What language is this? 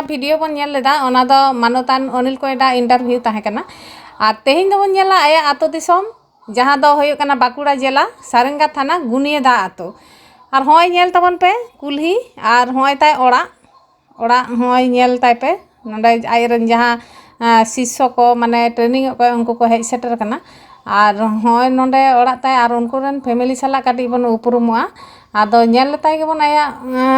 Santali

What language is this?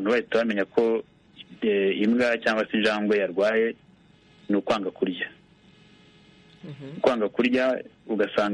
Kinyarwanda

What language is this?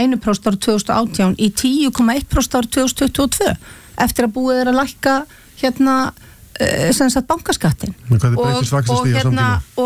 Icelandic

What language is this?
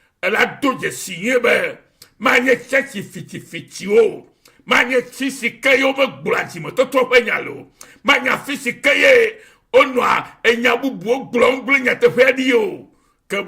Ewe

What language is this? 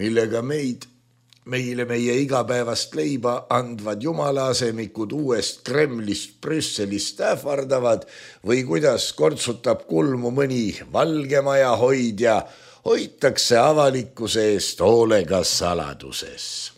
Estonian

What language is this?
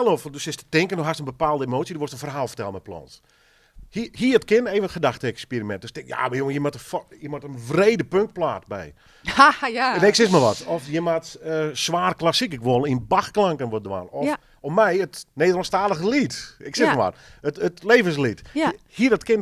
Western Frisian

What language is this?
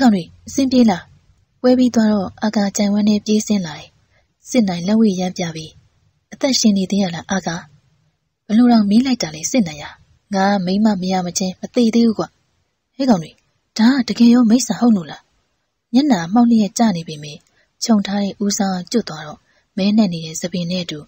Burmese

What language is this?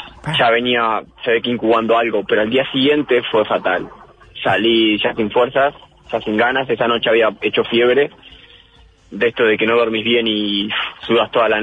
Spanish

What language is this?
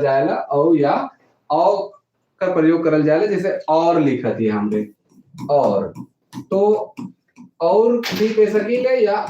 Sadri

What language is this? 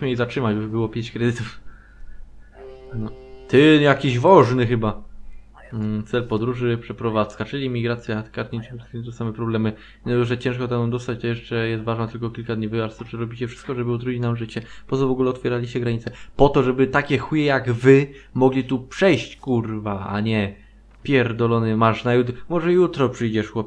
Polish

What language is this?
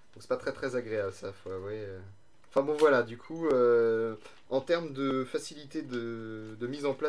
French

